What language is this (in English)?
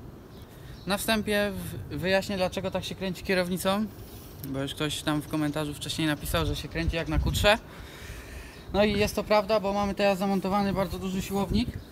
Polish